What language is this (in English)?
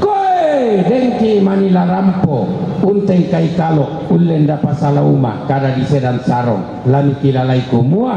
Toraja-Sa'dan